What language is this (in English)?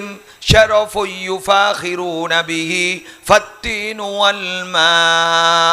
Madurese